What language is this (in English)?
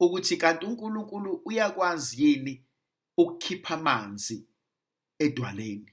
Zulu